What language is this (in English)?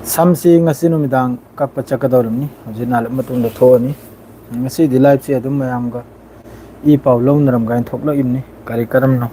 Manipuri